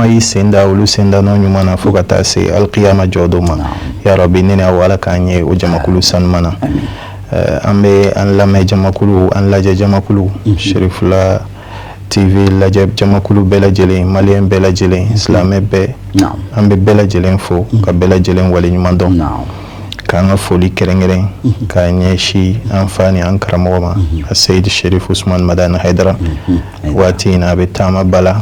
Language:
Bambara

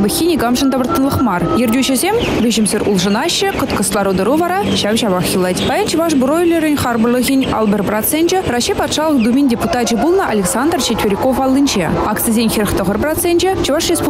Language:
Chuvash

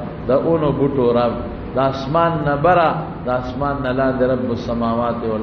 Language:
Pashto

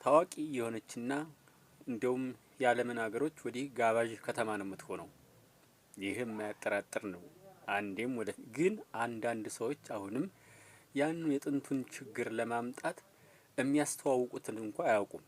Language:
Amharic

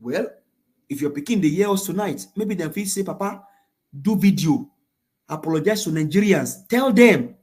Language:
Nigerian Pidgin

